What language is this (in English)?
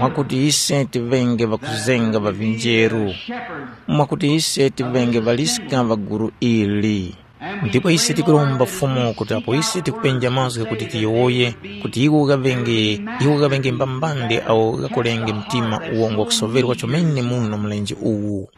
Tumbuka